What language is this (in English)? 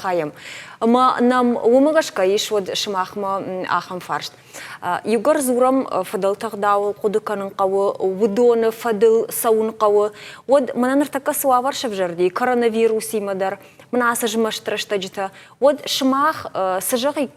Ossetic